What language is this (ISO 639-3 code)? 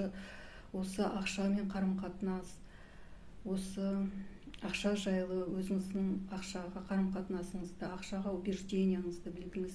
kaz